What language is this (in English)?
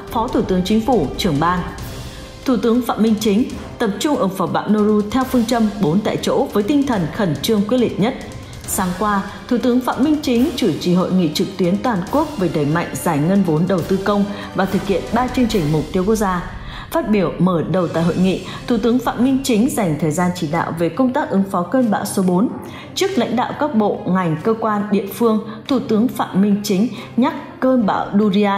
Vietnamese